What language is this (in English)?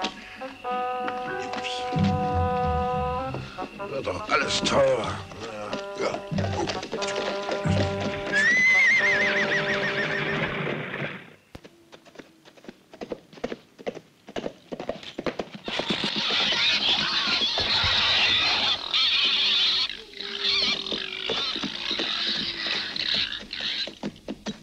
German